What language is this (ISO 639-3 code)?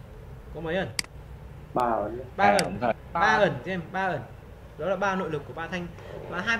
vie